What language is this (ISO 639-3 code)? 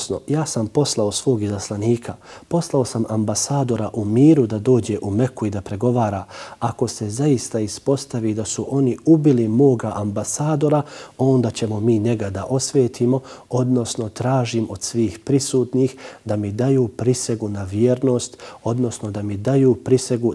bos